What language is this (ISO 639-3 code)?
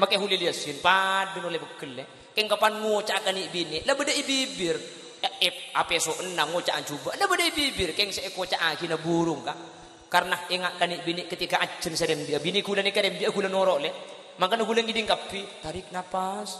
mad